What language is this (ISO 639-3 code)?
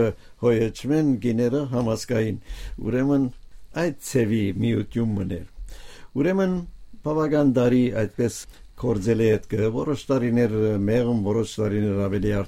hye